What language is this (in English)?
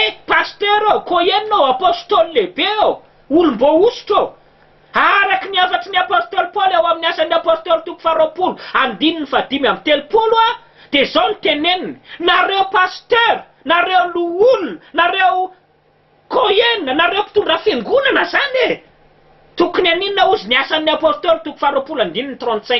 Malagasy